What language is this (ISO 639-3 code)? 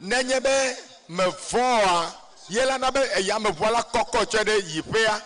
ewe